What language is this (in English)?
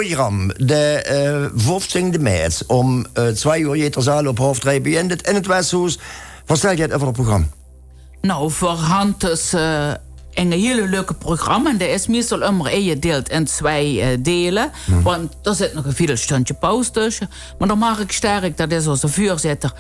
Limburgish